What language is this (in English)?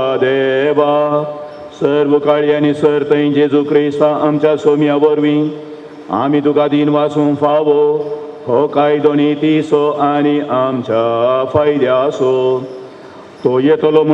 Konkani